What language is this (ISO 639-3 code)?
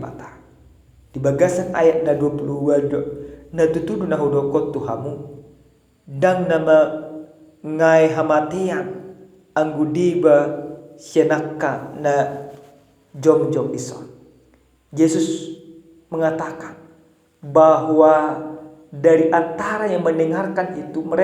bbc